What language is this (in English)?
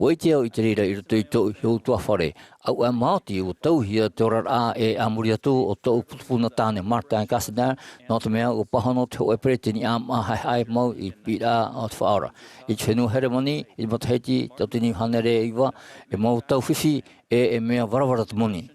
Tahitian